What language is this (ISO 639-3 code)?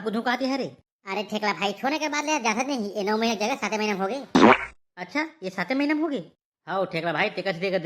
hne